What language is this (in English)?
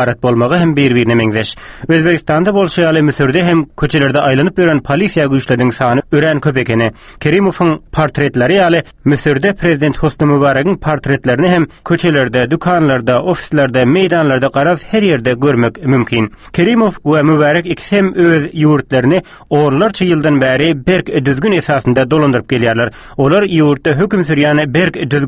Turkmen